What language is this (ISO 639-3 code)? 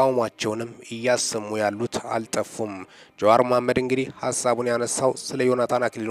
amh